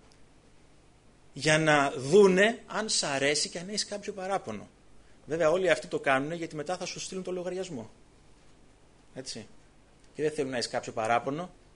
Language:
Greek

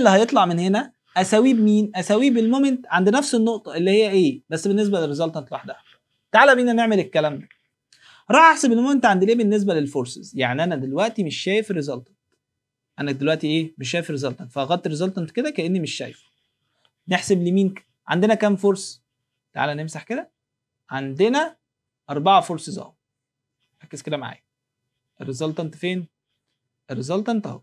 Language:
Egyptian Arabic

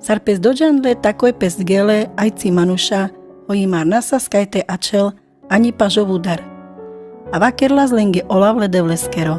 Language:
Carpathian Romani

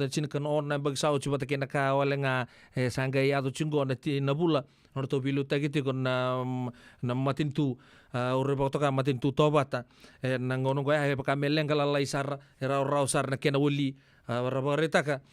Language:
Fijian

